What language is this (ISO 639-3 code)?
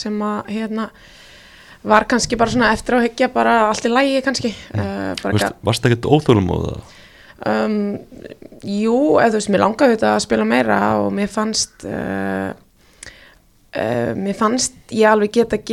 isl